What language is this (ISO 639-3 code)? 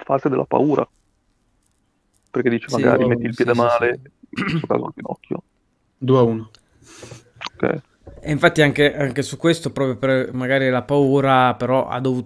ita